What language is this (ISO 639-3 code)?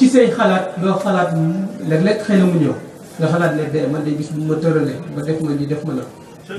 wol